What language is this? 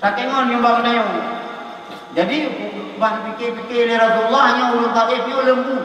Achinese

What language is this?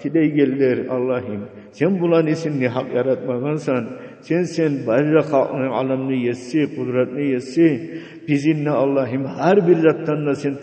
Kumyk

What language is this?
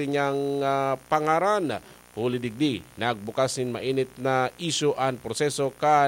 Bikol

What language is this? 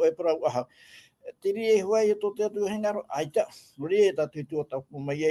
Tahitian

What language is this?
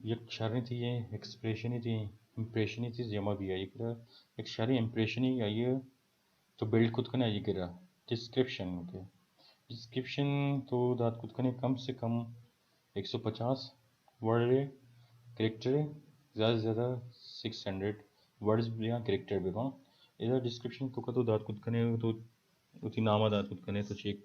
Baluchi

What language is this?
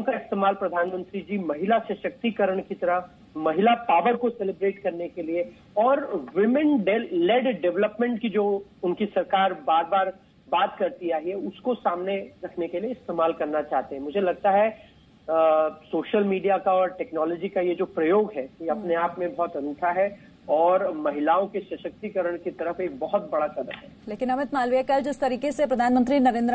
Hindi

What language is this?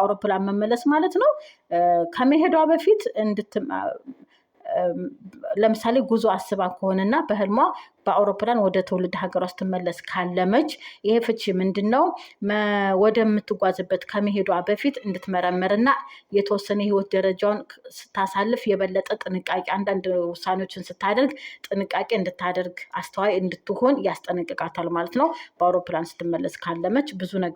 Amharic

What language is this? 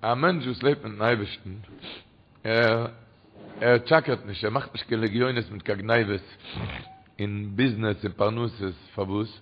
Yiddish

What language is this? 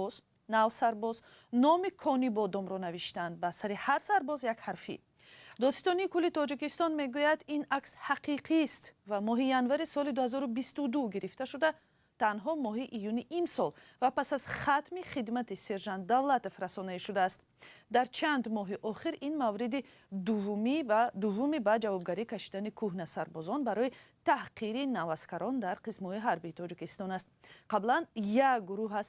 Tajik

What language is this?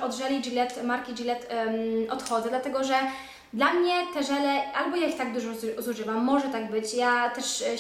Polish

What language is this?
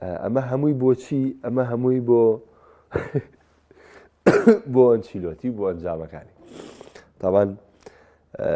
Central Kurdish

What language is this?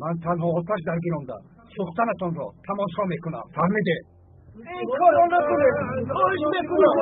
Tajik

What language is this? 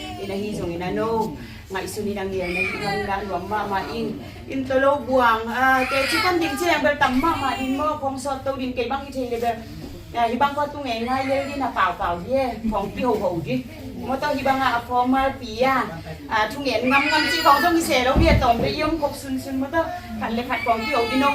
Tedim Chin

